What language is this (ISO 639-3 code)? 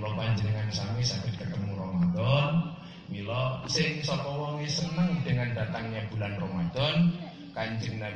jav